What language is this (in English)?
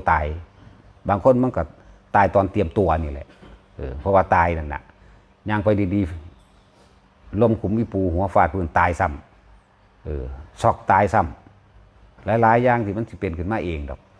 Northeastern Thai